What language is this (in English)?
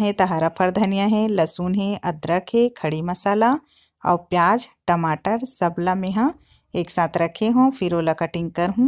Chhattisgarhi